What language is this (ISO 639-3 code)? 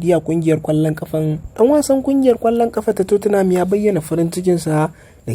hau